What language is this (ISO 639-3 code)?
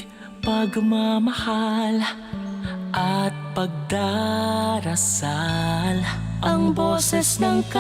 hil